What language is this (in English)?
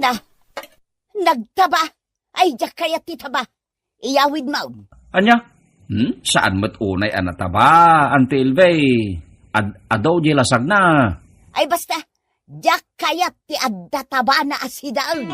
Iloko